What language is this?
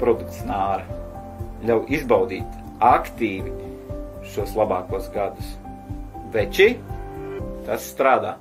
Latvian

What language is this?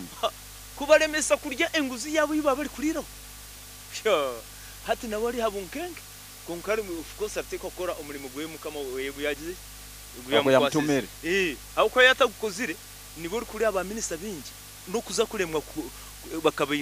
Nyoro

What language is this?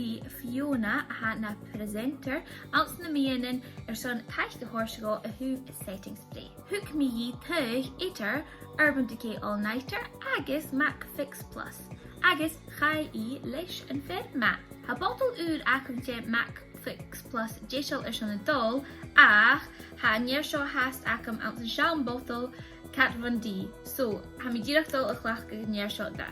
Scottish Gaelic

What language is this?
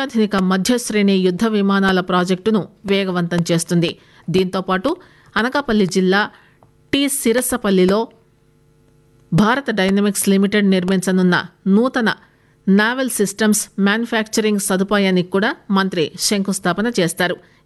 Telugu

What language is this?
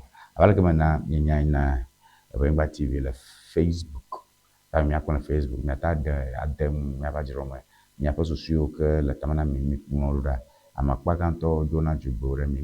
Ewe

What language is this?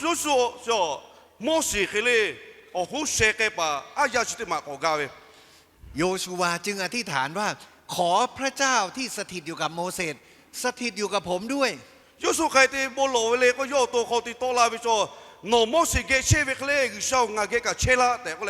Lahu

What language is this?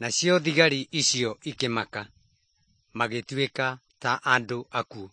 Kikuyu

